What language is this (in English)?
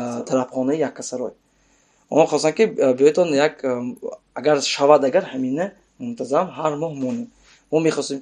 Tajik